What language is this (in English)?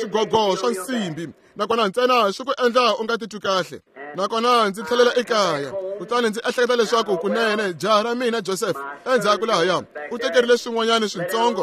Tsonga